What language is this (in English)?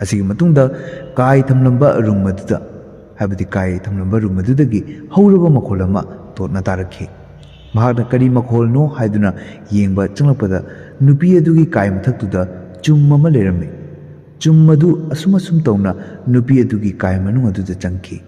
Manipuri